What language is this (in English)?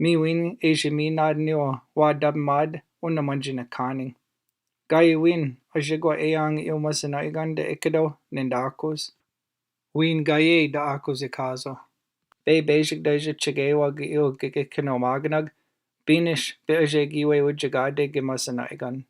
Chippewa